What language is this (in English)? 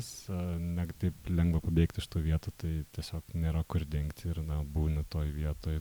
Lithuanian